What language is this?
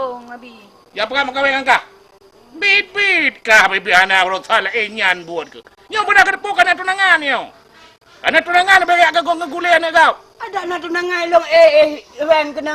Achinese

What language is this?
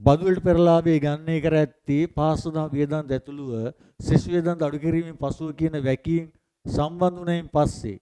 Sinhala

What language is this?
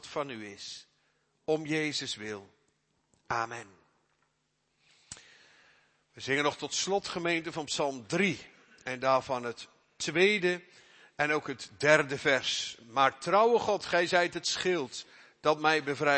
Dutch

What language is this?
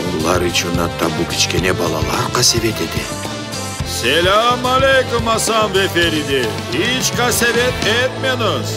Crimean Tatar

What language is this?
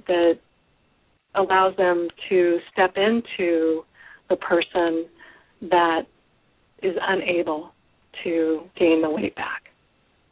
English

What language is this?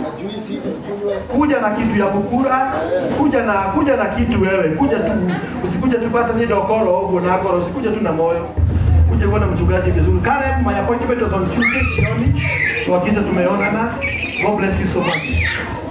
Swahili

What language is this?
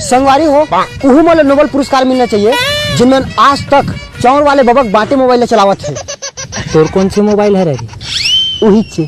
Chhattisgarhi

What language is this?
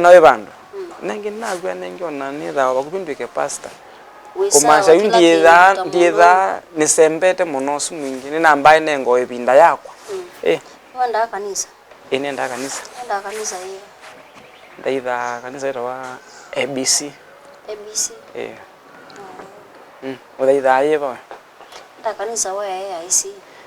Kamba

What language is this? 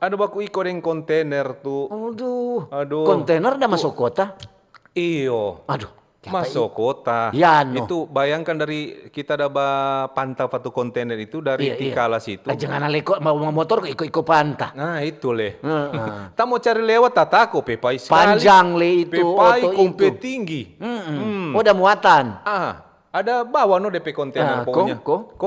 Manado Malay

